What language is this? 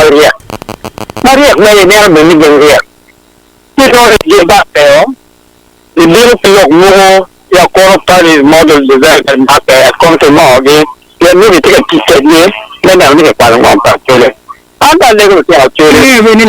Acoli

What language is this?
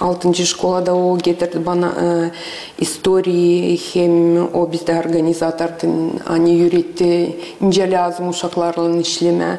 Gagauz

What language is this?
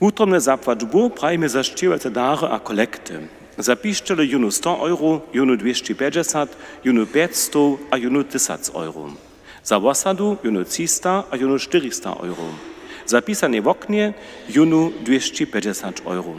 Upper Sorbian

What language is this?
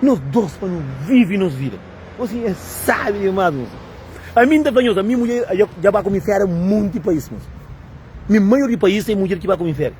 Kabuverdianu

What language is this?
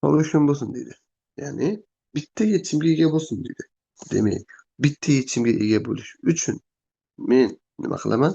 Uzbek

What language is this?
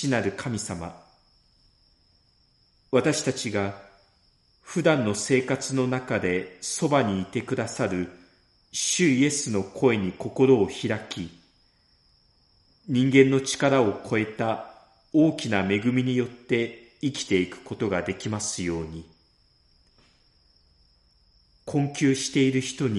Japanese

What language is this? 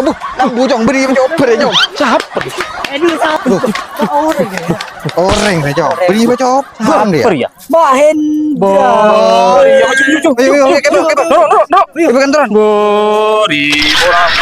Madurese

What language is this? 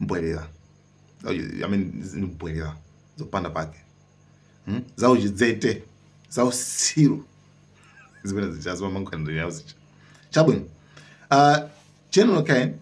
Nyanja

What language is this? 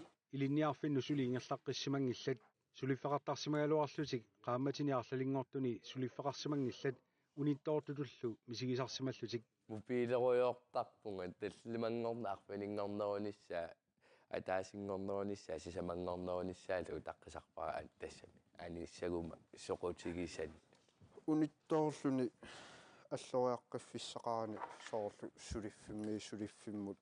Kalaallisut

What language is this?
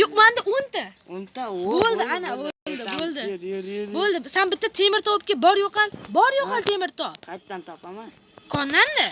Uzbek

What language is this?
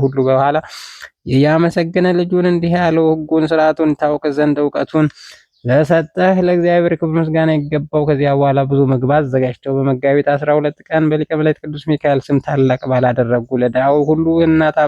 Amharic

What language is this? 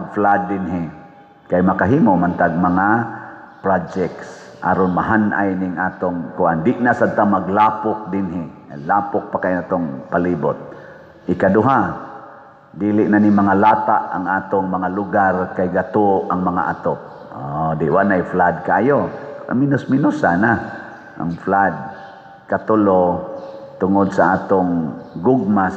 Cebuano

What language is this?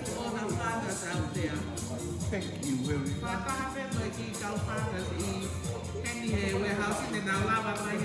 Tongan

